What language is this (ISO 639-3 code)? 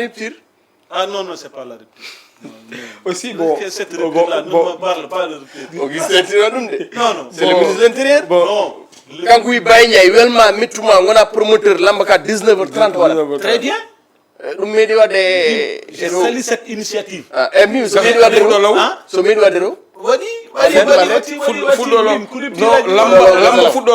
ful